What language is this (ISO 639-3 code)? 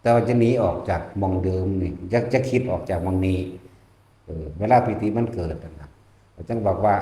tts